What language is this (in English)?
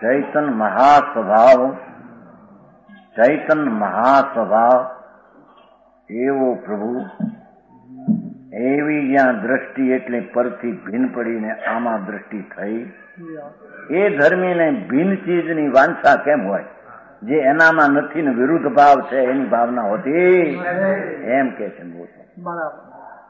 Gujarati